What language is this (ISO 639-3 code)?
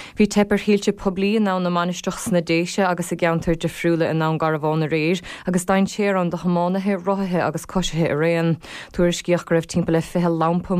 gle